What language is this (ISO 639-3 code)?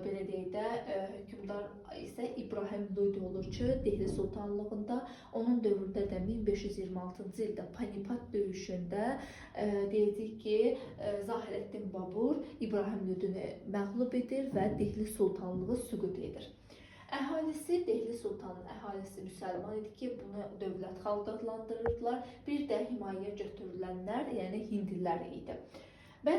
aze